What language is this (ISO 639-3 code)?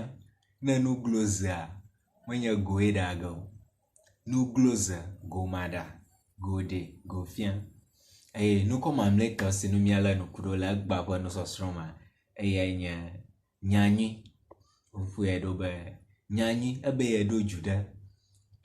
ewe